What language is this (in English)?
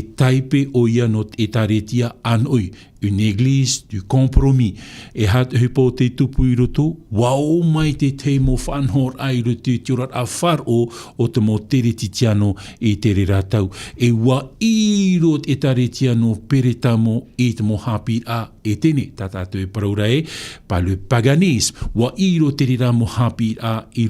Tahitian